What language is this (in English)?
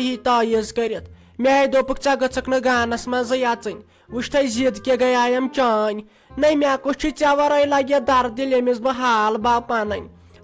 Kashmiri